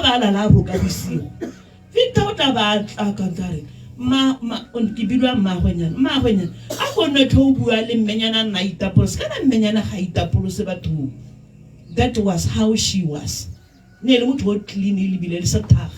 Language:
Tswana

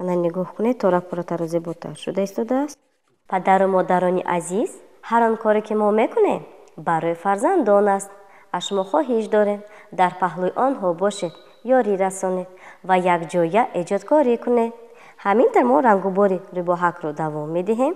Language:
Tajik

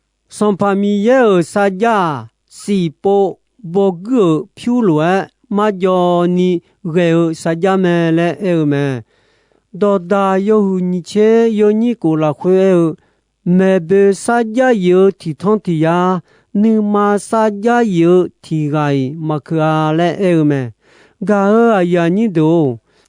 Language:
Akha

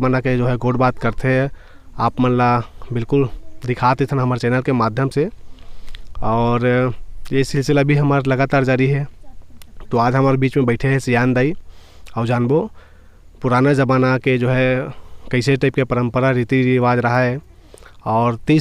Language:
Chhattisgarhi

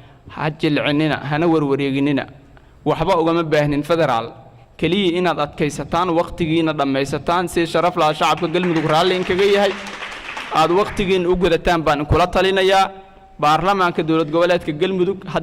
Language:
Somali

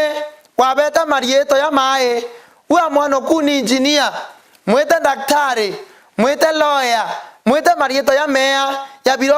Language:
Meru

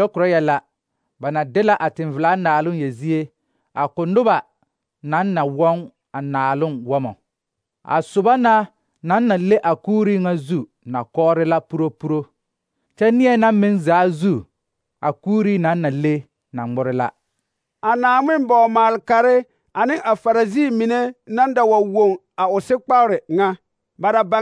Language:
Southern Dagaare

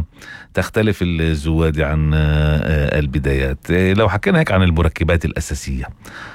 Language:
North Levantine Arabic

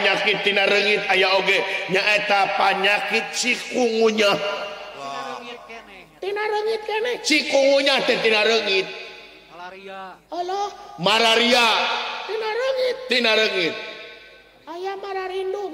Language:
Sundanese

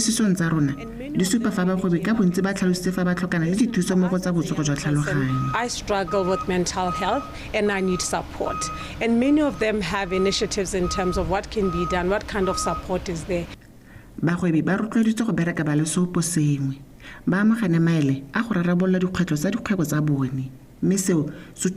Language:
Tswana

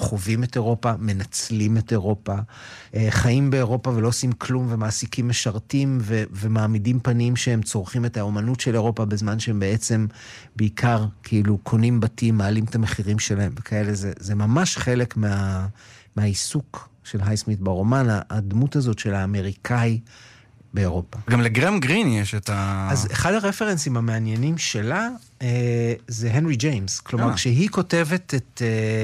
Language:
Hebrew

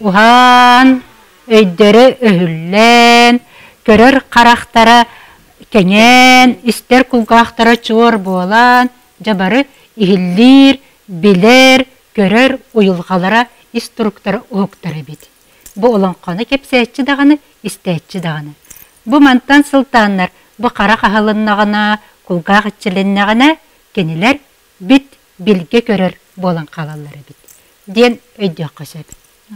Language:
Yakut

